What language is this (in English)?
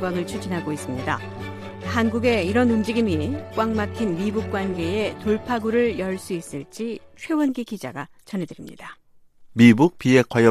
Korean